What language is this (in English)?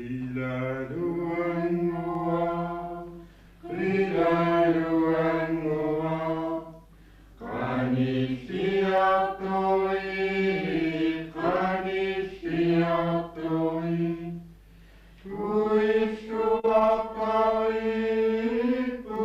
Kalaallisut